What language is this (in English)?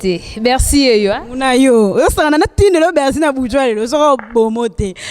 Lingala